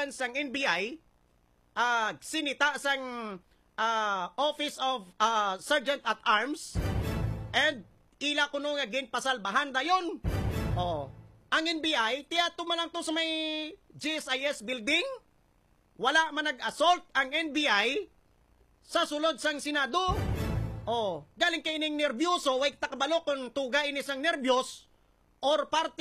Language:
Hiligaynon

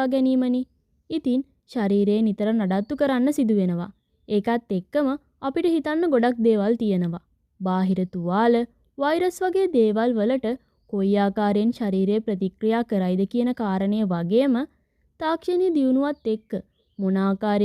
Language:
Sinhala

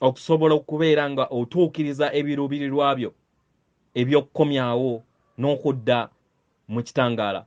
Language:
Ganda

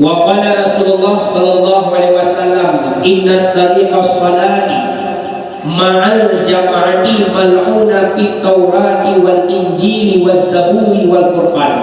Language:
Achinese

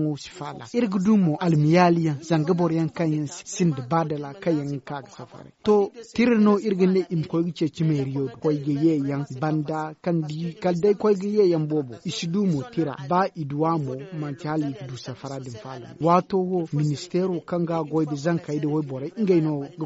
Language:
Zarma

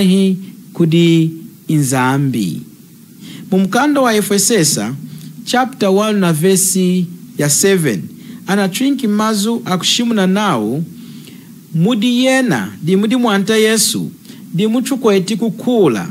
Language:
Lunda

